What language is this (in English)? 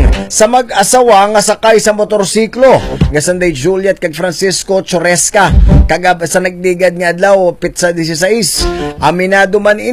Hiligaynon